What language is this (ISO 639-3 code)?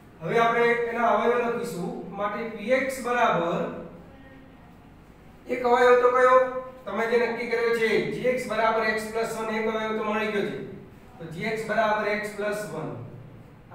guj